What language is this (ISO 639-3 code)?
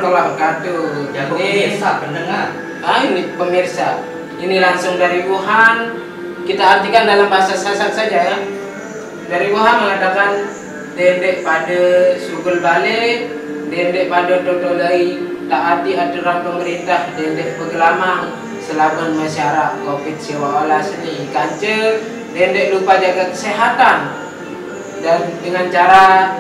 sas